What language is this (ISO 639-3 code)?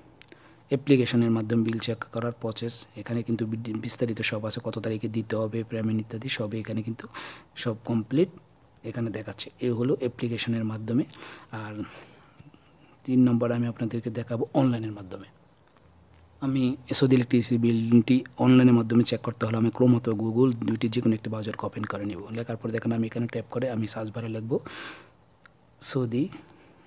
ben